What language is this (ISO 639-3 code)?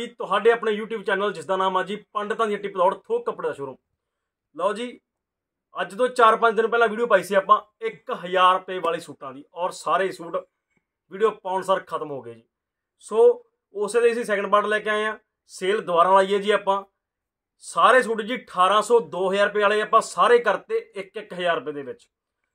pan